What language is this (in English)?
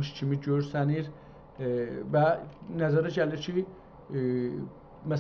South Azerbaijani